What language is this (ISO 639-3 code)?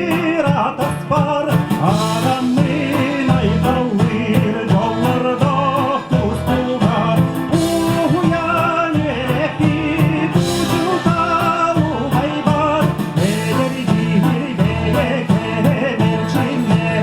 sah